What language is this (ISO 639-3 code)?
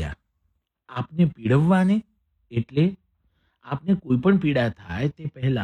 guj